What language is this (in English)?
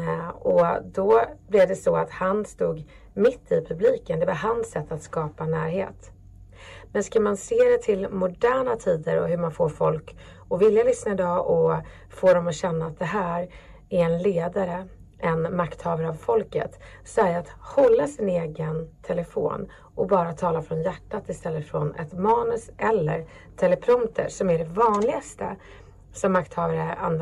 Swedish